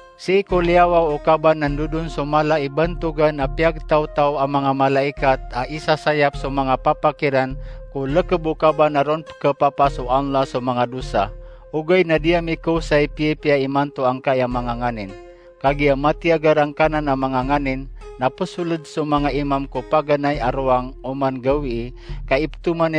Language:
Maranao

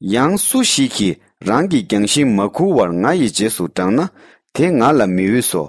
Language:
Tibetan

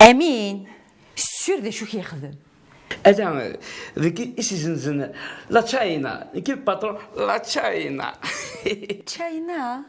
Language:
Kabyle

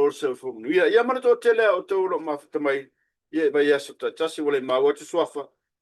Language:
Samoan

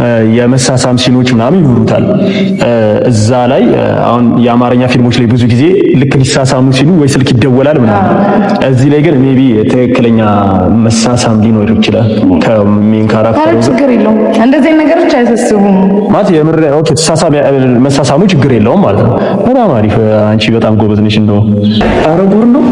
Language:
Amharic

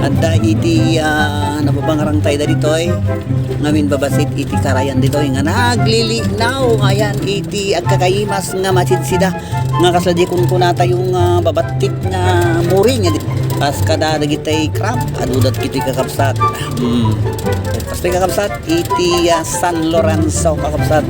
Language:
Iloko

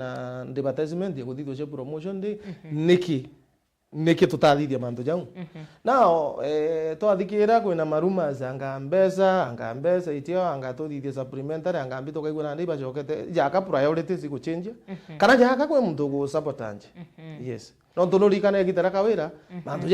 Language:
Meru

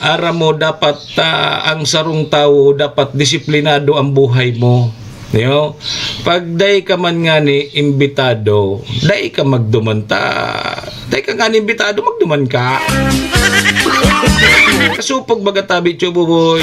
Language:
Bikol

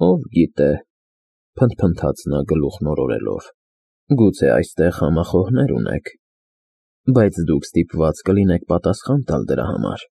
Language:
Armenian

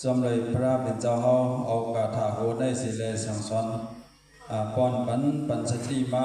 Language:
Shan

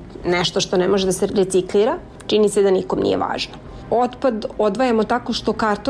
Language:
Serbian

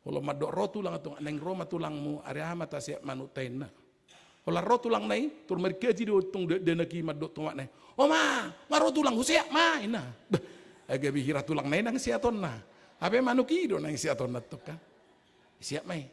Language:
Batak Toba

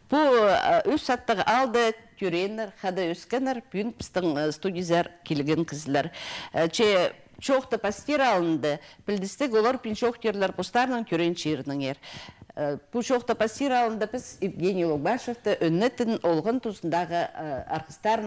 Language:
Khakas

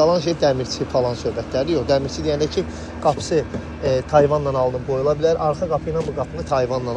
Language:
Azerbaijani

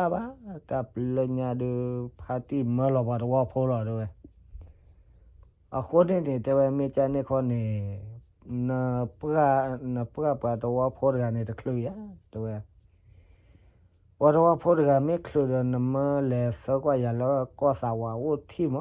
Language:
S'gaw Karen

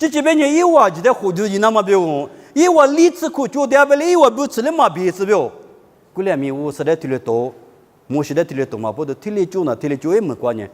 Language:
Lisu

